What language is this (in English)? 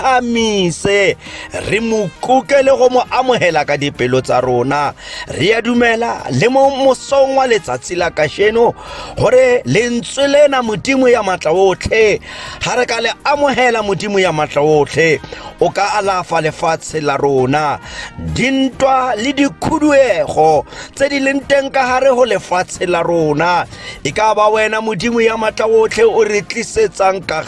Southern Sotho